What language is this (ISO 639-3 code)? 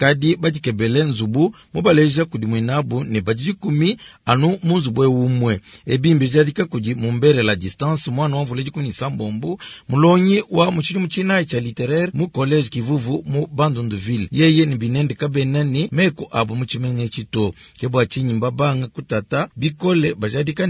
lua